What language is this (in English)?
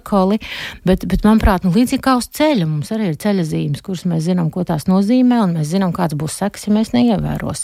Latvian